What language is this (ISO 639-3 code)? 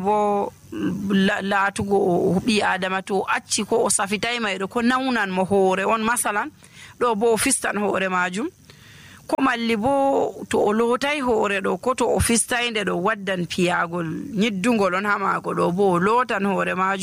fuv